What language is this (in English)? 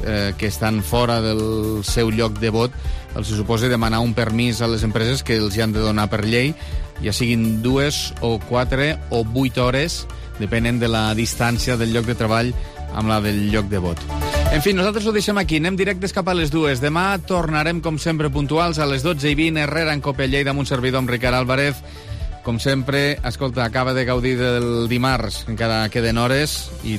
Catalan